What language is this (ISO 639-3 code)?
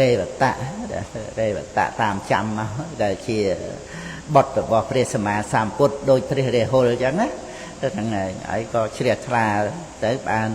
khm